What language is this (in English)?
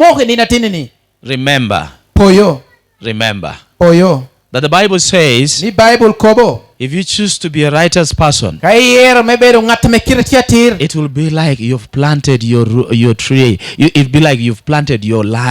Lango (Uganda)